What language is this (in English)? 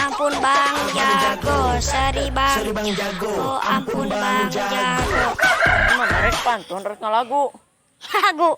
Sundanese